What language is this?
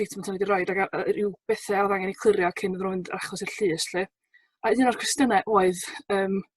Welsh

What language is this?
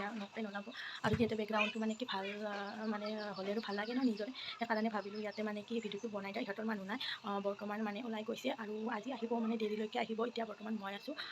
Assamese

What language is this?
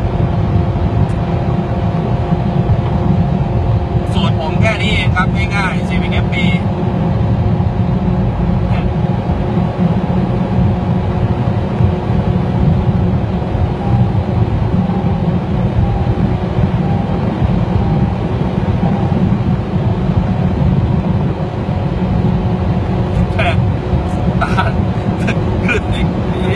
Thai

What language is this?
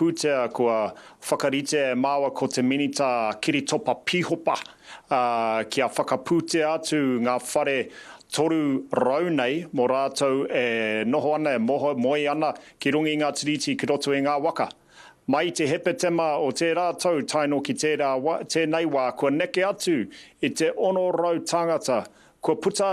Māori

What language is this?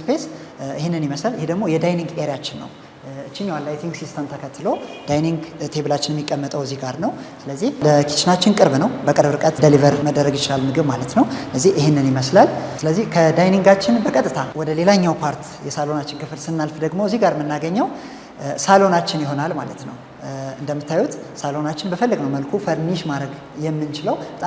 Amharic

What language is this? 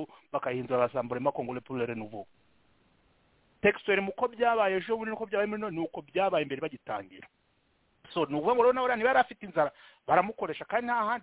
Kinyarwanda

